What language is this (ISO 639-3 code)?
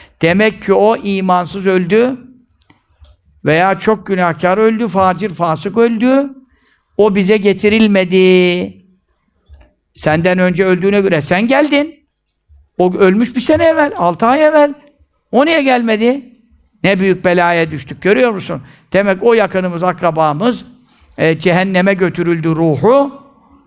tur